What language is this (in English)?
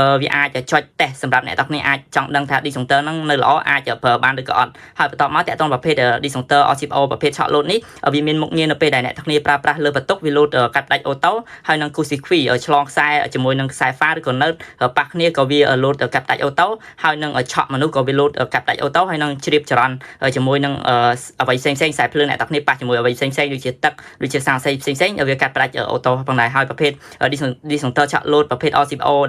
Khmer